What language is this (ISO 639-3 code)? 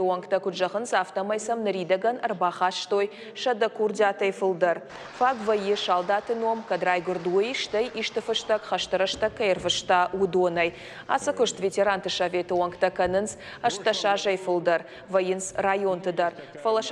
oss